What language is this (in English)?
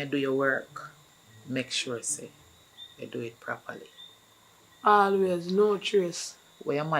Jamaican Creole English